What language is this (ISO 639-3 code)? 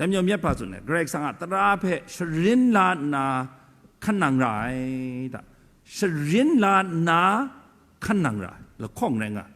kac